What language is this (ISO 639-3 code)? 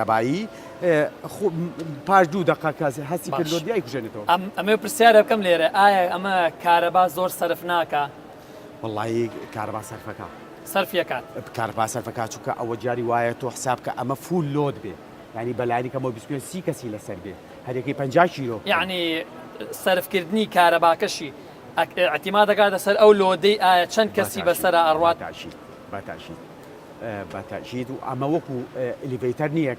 ckb